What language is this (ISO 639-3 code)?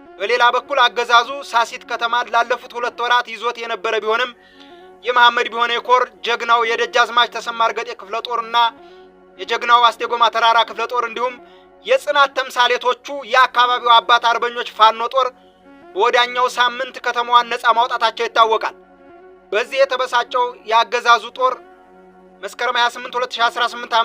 amh